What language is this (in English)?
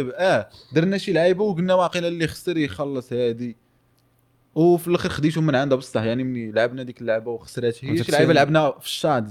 Moroccan Arabic